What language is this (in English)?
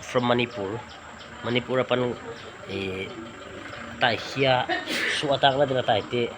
Paite Chin